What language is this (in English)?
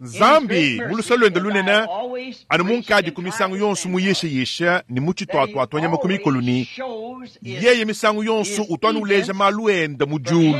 Luba-Lulua